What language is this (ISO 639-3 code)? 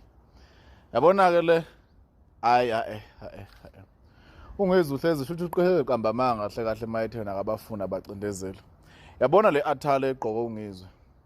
zul